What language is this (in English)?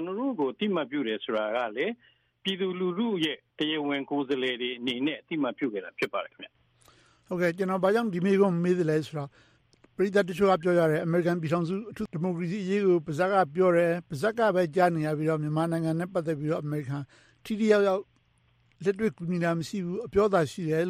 Burmese